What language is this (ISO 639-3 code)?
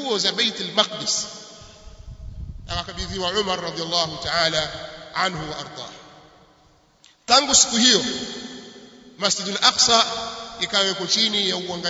swa